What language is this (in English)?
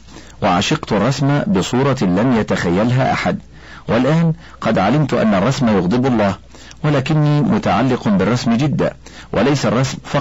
Arabic